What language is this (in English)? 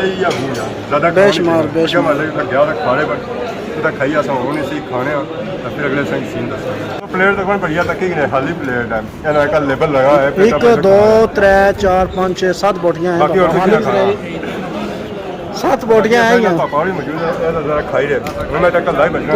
Pahari-Potwari